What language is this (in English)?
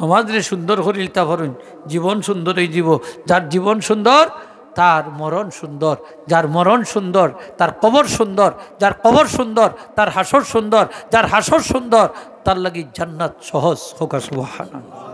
Sylheti